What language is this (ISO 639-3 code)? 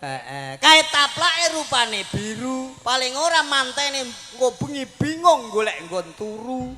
jav